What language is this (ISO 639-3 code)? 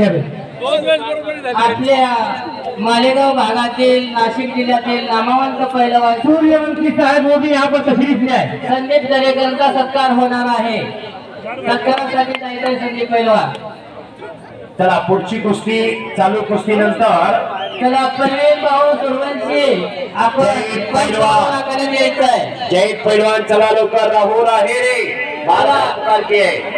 mar